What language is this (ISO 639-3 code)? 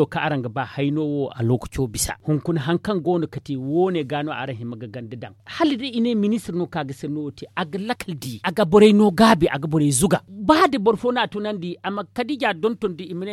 dje